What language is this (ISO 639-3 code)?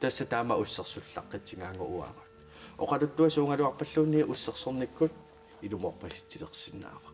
kal